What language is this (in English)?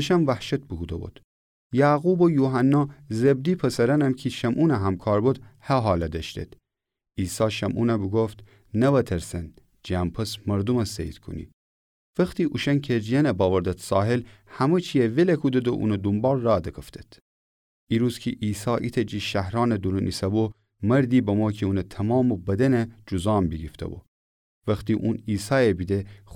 Gilaki